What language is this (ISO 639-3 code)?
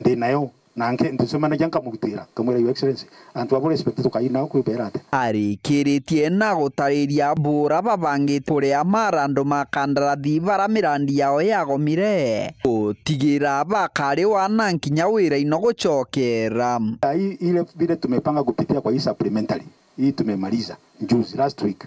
mer